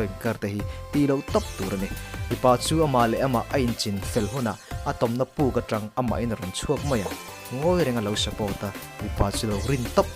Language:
Mizo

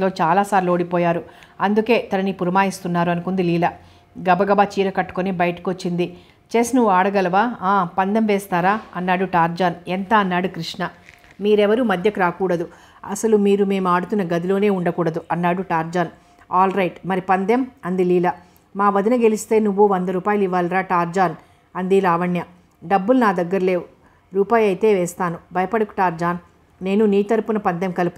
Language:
Telugu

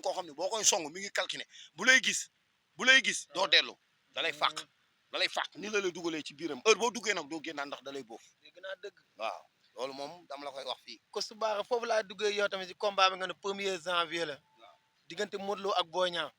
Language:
Wolof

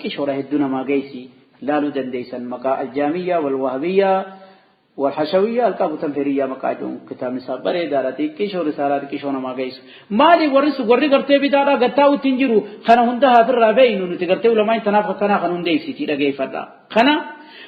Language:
Oromo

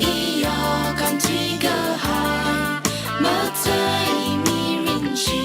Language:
Tangkhul Naga (India)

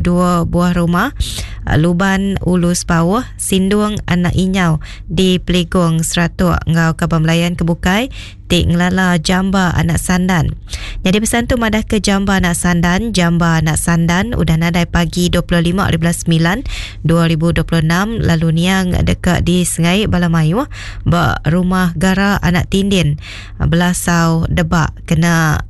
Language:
Iban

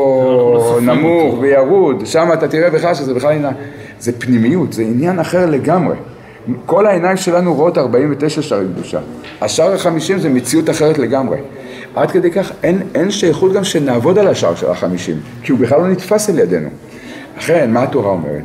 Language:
Hebrew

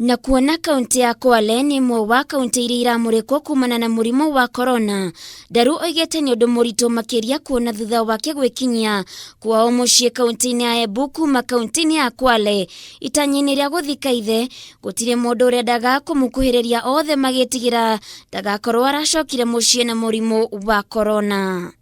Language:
Kikuyu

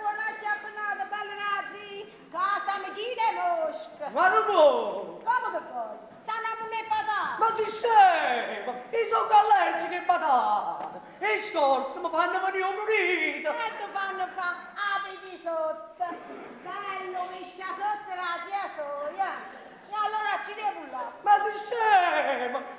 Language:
Neapolitan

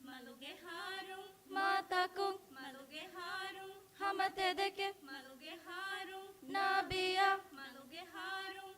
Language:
Divehi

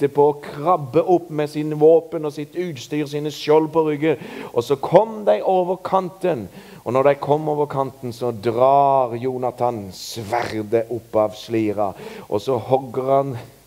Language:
Norwegian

